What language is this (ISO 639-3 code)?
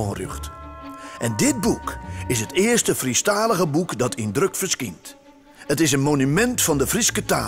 fry